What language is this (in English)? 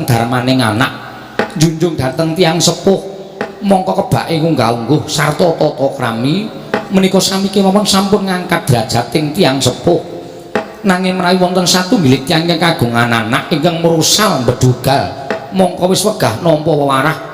Javanese